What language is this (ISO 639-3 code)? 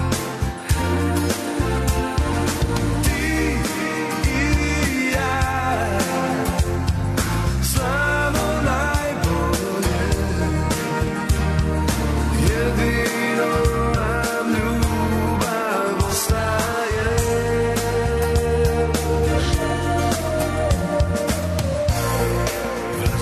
srp